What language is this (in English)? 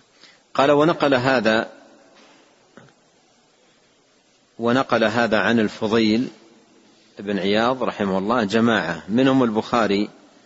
Arabic